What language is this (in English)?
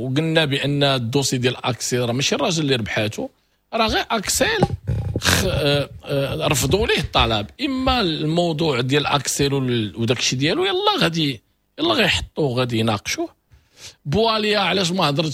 Moroccan Arabic